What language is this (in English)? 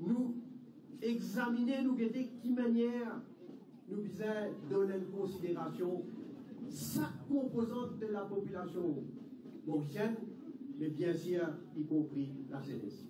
Morisyen